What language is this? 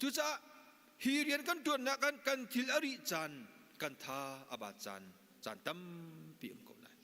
Hakha Chin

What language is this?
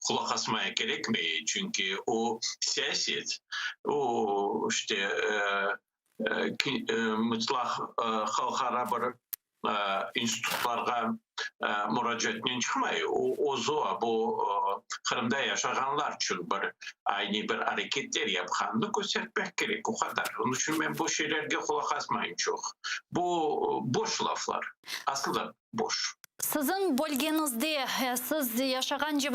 Crimean Tatar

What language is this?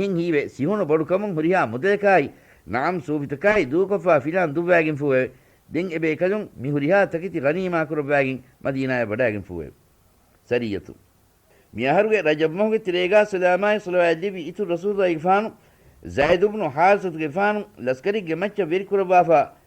Divehi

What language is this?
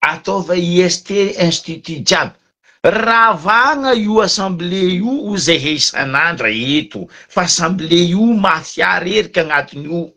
Malagasy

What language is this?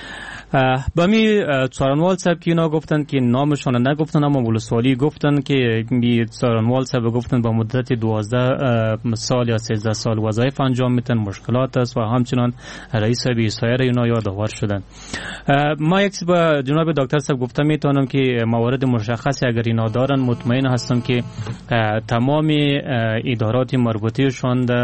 Persian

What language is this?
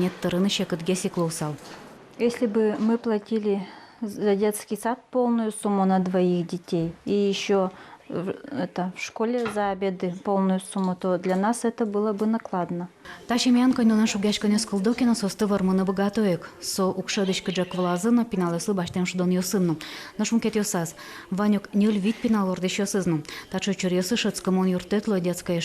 Udmurt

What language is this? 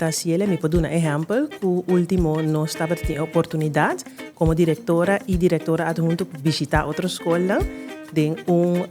Papiamento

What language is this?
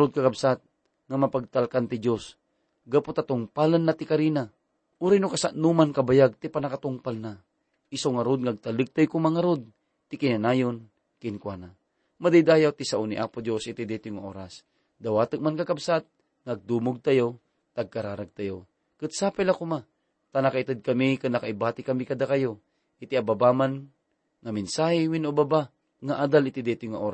Iloko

